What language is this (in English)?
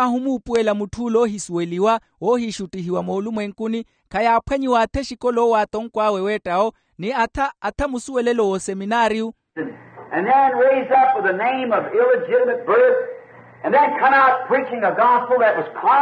Makhuwa